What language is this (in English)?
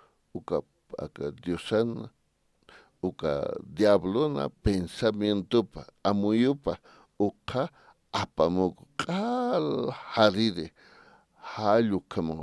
Aymara